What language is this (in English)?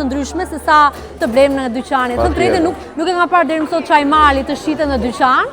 Albanian